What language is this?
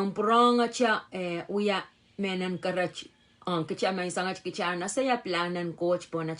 Pohnpeian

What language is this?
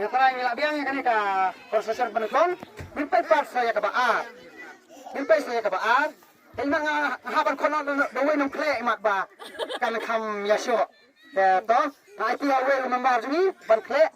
Khasi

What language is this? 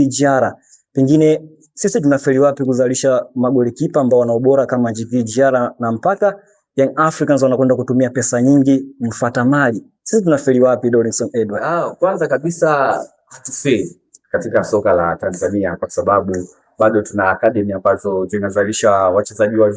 Swahili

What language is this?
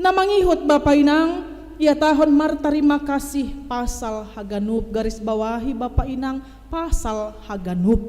Batak Simalungun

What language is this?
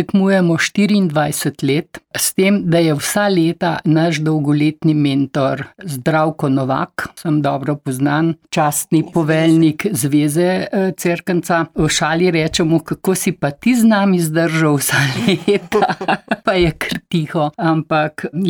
Slovenian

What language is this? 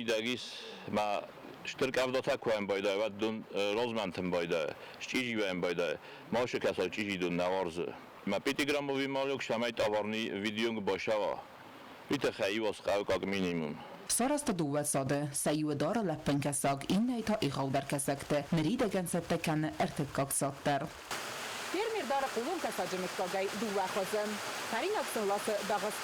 Ossetic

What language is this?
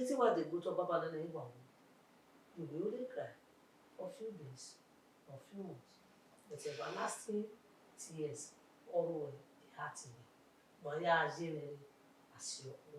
Bini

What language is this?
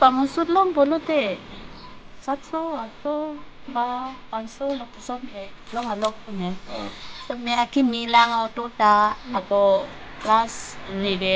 Karbi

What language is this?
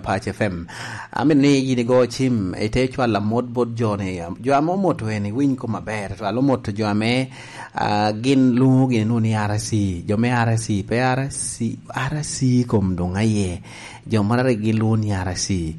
Lango (Uganda)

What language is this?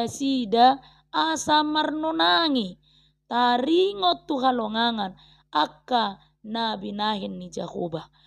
Batak Toba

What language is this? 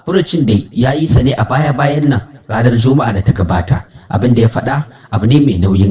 Hausa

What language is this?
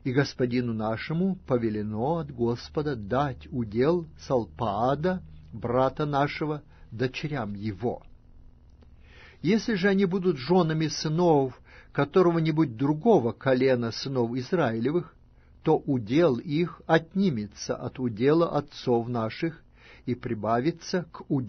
Russian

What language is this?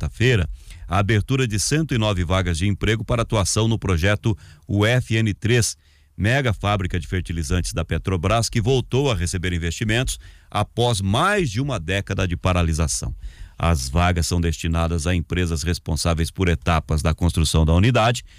Portuguese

